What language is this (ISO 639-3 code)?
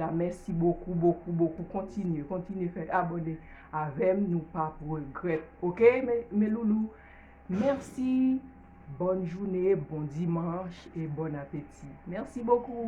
hat